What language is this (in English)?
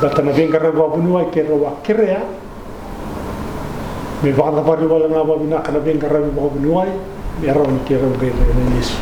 Fijian